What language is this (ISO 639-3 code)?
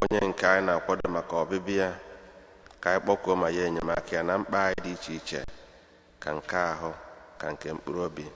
ibo